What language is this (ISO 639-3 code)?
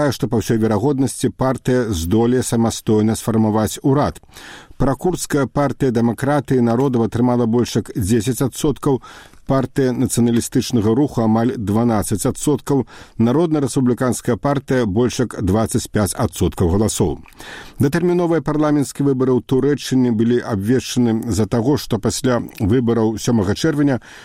bel